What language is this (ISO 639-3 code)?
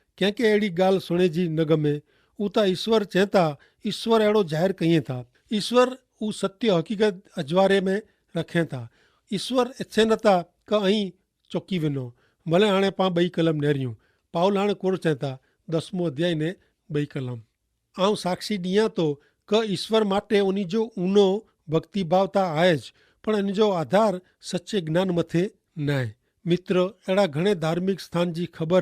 kfr